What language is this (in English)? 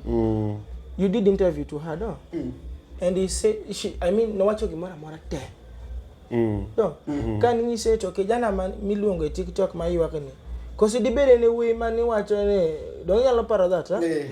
Luo (Kenya and Tanzania)